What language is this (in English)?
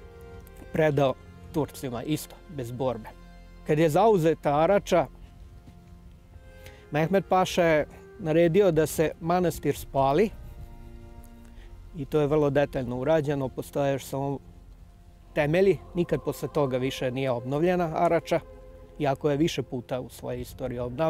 Serbian